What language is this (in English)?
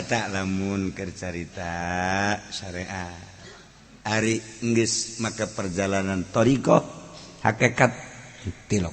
Sundanese